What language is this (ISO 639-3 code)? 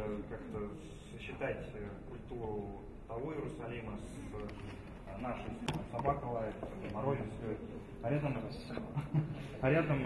rus